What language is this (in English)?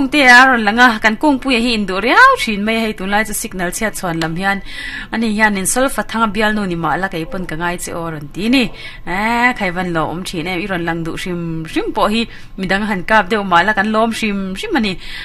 Mizo